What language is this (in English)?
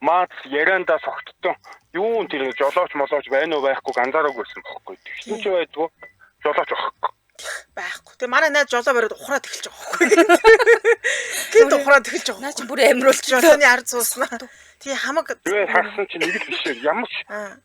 Mongolian